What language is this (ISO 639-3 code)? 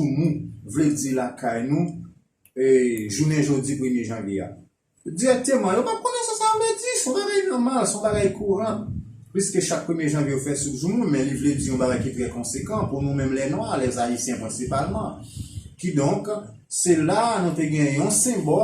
hat